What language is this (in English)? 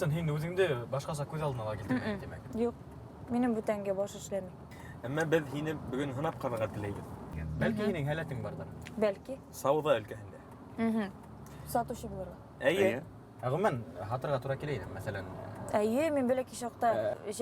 Bashkir